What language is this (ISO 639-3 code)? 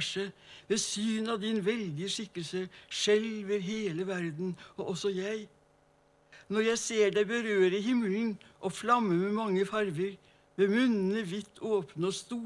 nor